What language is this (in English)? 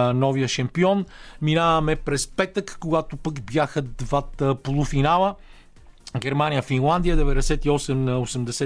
Bulgarian